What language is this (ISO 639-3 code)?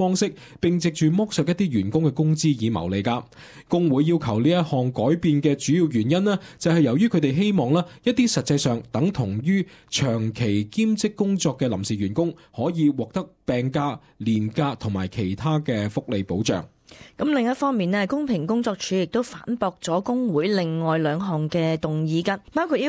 yue